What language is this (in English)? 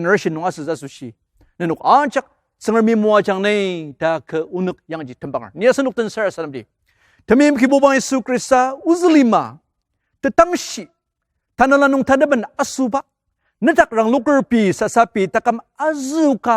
Ao Naga